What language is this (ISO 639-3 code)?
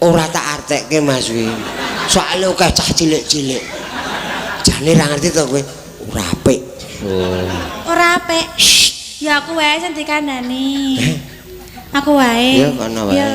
jav